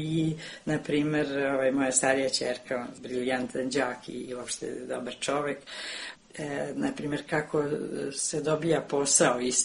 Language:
Serbian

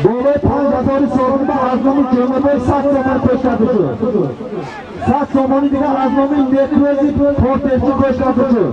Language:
Tajik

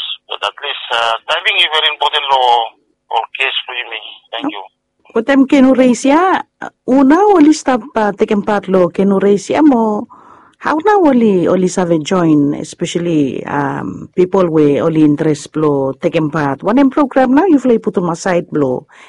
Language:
Bislama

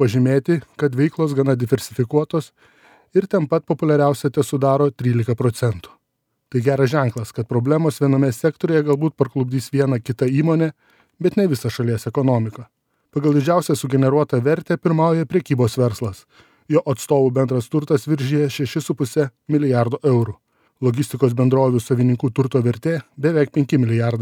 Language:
Lithuanian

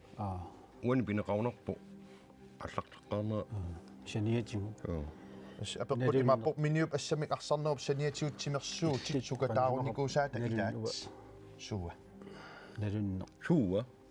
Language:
Kalaallisut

